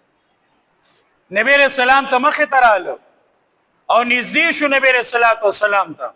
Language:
Pashto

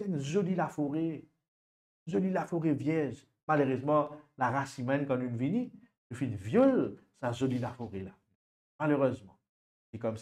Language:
Morisyen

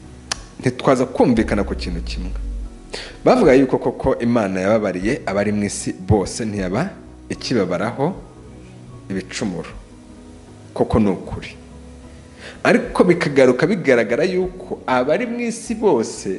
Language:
Kinyarwanda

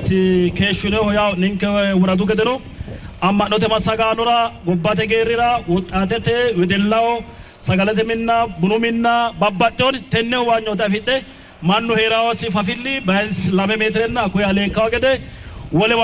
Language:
Sidamo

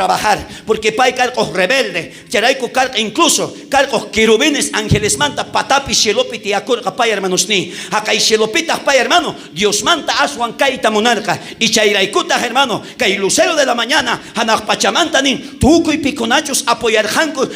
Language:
South Bolivian Quechua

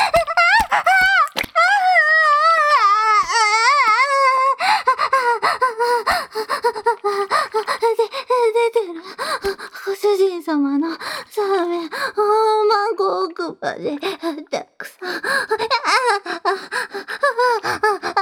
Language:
Japanese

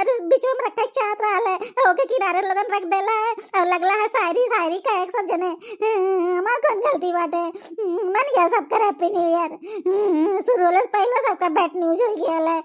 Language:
Bhojpuri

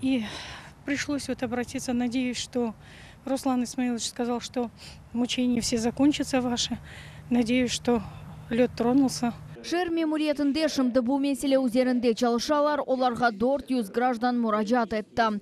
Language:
Crimean Tatar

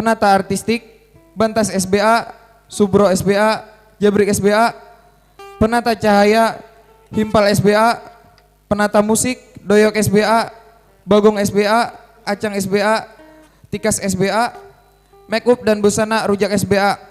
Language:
Banjar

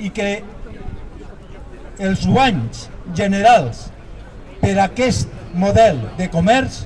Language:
Catalan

